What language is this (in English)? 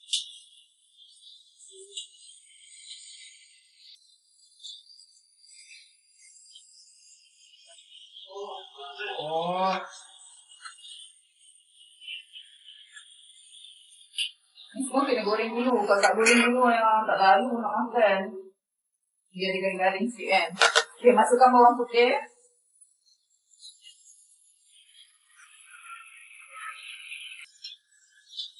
Malay